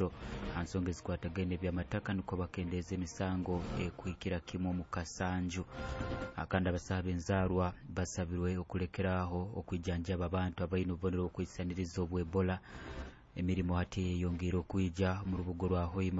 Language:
Nyoro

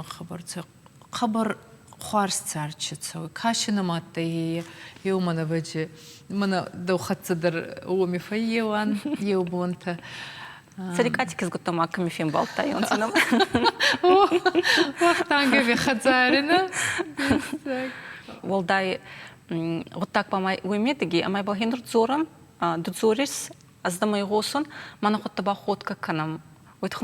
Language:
Ossetic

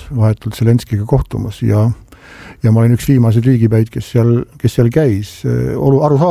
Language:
Estonian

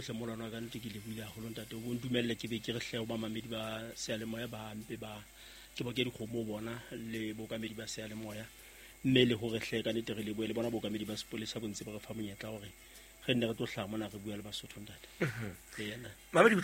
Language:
Southern Sotho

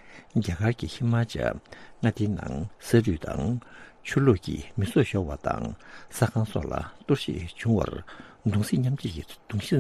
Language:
Tibetan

